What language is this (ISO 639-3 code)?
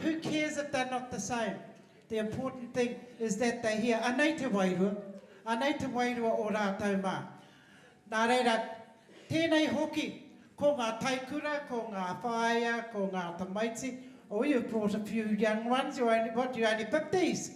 mri